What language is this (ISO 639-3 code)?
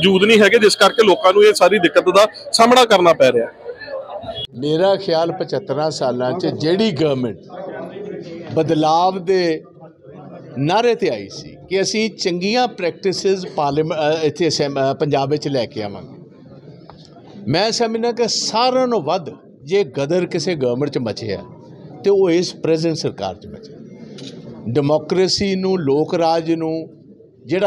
pan